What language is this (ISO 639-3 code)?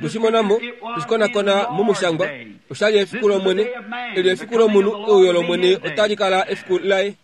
kua